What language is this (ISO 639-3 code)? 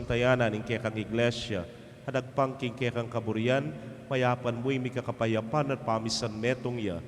pam